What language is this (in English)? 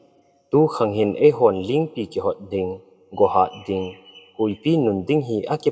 Thado Chin